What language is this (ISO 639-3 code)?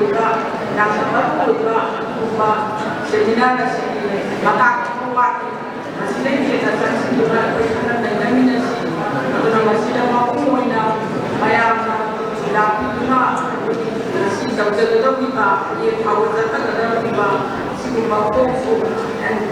mni